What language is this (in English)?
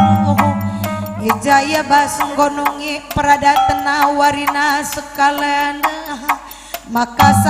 Batak Karo